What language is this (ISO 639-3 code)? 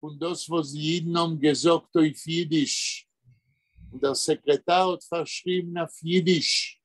yid